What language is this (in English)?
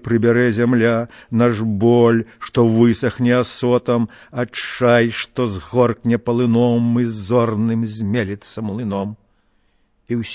Belarusian